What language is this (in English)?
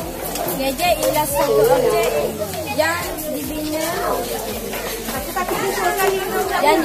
Malay